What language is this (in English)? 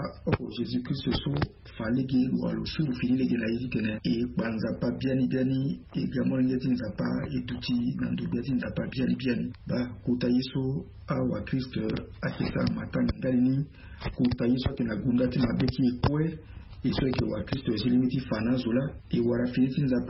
Sango